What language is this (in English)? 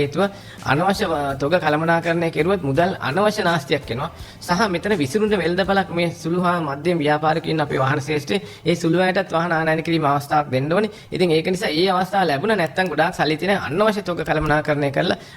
Sinhala